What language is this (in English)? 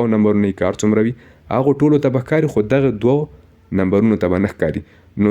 Pashto